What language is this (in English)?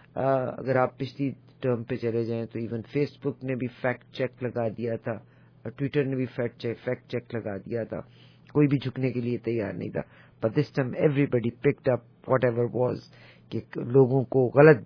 Urdu